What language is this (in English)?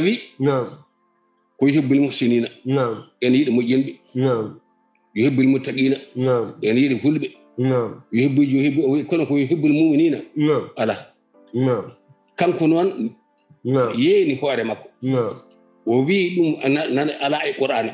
Fula